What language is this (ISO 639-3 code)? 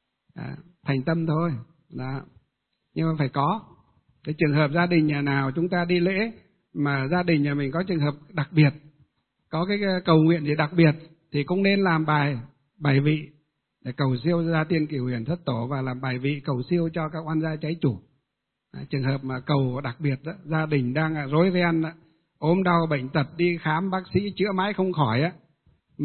vie